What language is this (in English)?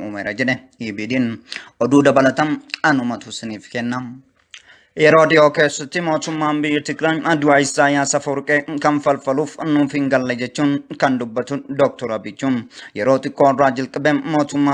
Oromo